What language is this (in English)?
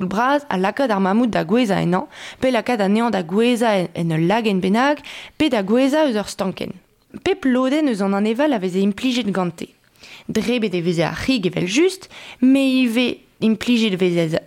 Breton